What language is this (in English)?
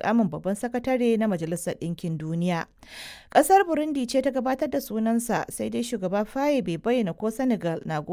Hausa